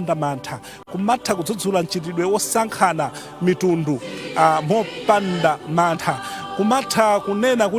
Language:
Nyanja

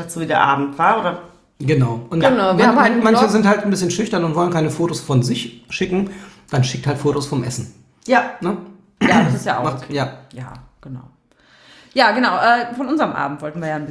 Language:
German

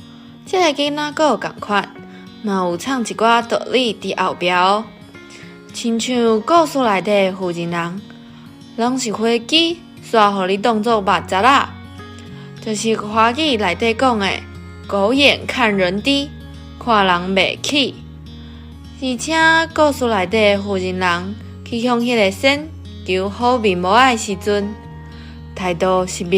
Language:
Min Nan Chinese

